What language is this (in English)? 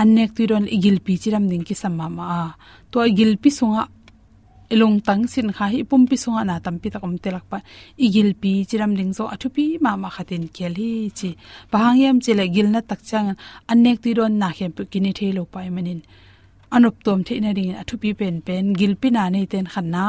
Tedim Chin